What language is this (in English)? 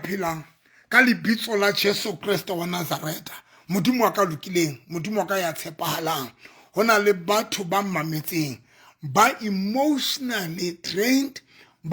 Southern Sotho